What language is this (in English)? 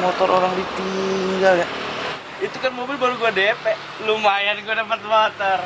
Betawi